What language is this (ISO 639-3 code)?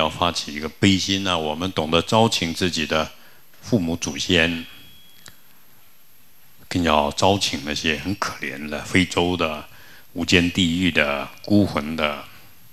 zho